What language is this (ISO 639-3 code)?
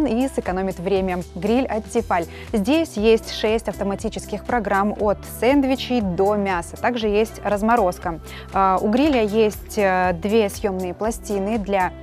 rus